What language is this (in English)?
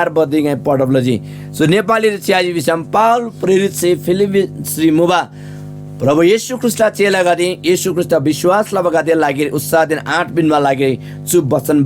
Eastern Tamang